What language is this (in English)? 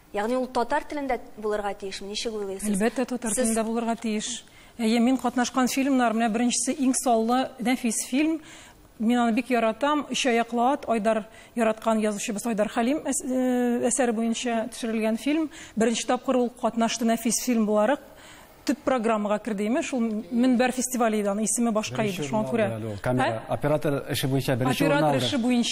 Tatar